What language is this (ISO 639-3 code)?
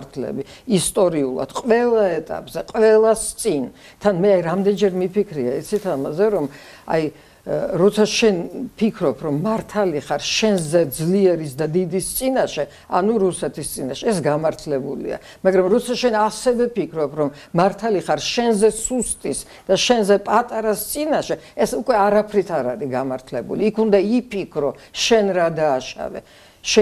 kat